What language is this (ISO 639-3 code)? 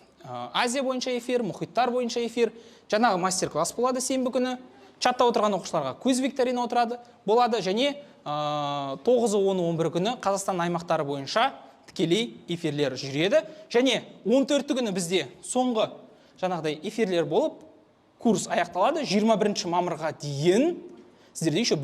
kaz